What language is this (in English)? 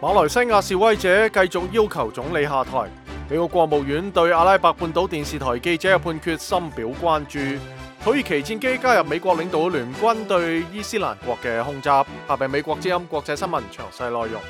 Cantonese